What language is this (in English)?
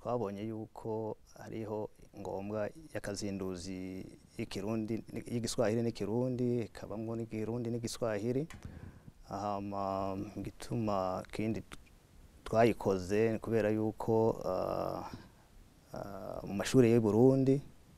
Rundi